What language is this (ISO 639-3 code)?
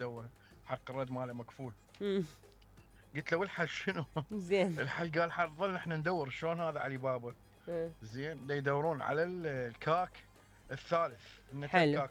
acm